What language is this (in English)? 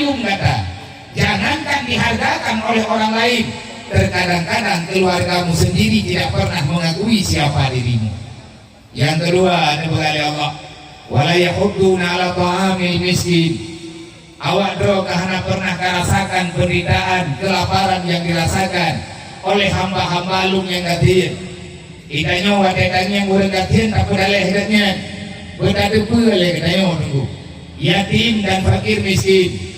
Achinese